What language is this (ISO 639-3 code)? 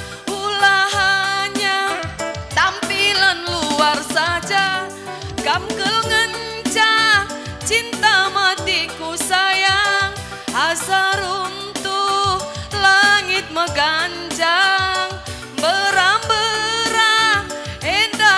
btx